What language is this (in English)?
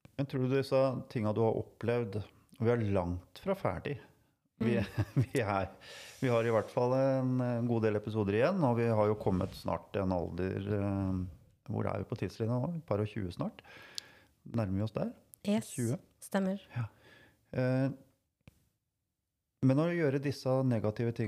Norwegian